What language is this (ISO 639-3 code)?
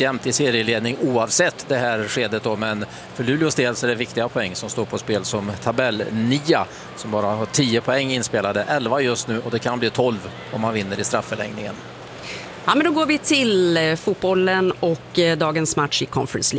swe